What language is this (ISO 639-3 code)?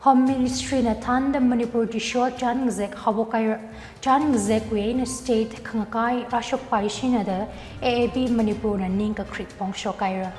nmf